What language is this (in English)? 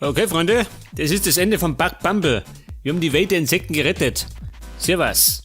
Bavarian